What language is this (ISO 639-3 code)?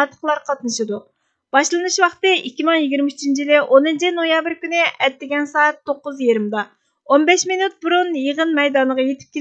uig